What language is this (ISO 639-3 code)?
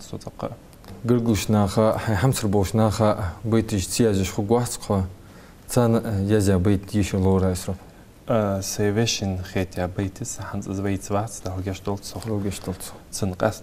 inh